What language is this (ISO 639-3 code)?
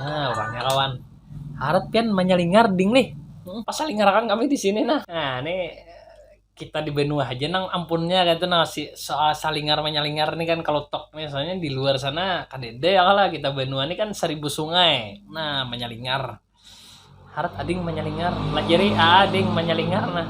bjn